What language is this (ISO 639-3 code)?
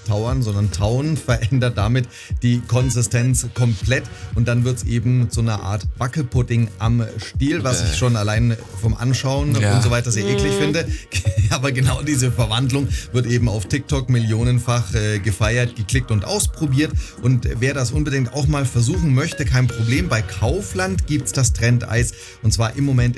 deu